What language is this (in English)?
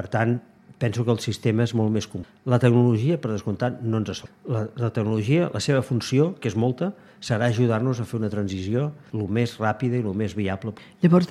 Catalan